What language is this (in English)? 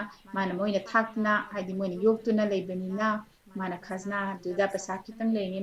Manipuri